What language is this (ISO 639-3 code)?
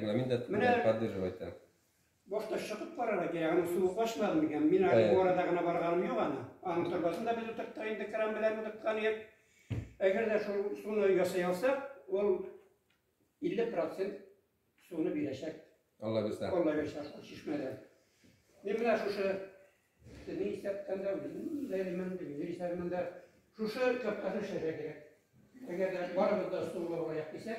tat